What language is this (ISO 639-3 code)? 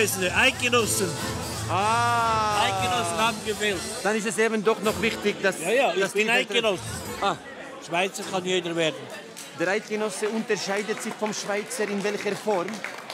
gsw